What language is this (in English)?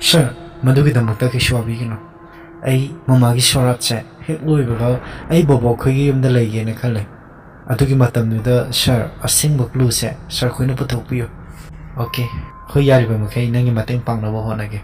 Manipuri